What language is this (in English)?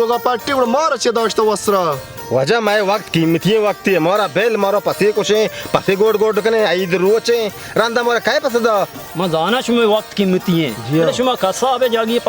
Baluchi